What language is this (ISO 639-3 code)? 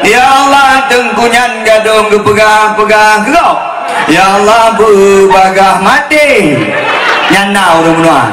ace